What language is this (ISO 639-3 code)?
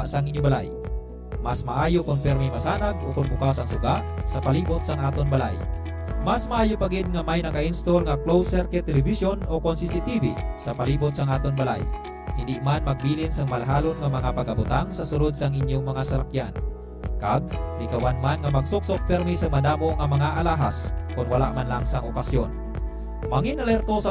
hil